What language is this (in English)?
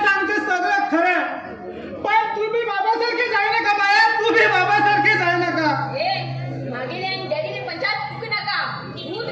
Konkani